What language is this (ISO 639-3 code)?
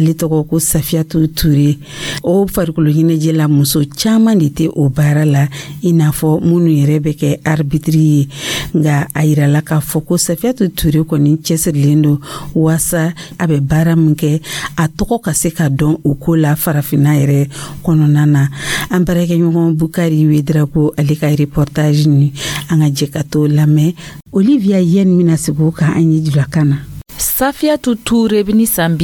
dyu